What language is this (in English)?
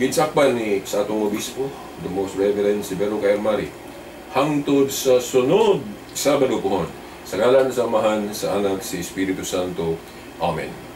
Cebuano